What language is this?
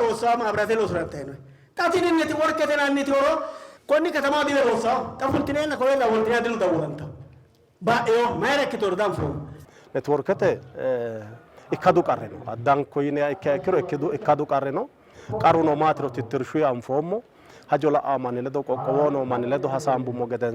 Sidamo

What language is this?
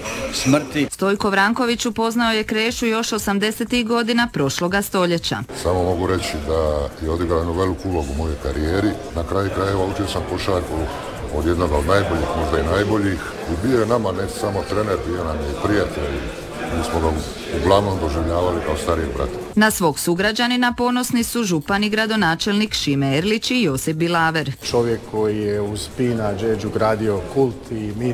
Croatian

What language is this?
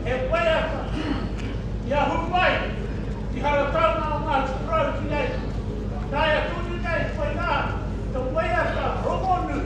Māori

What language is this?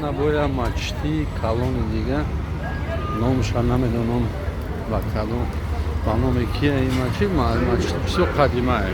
Tajik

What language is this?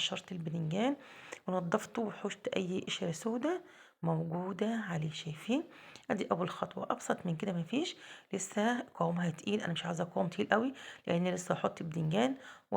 Egyptian Arabic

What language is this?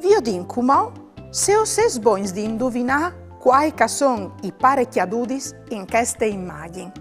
Friulian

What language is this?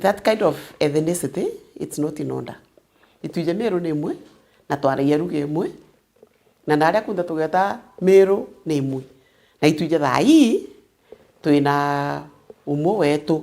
Meru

